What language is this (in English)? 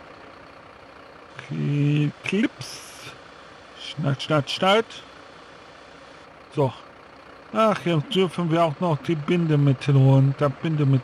German